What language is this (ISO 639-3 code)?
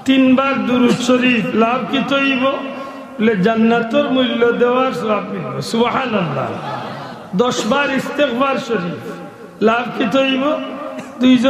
syl